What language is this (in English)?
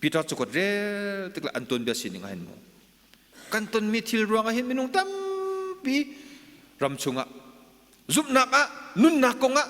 Hakha Chin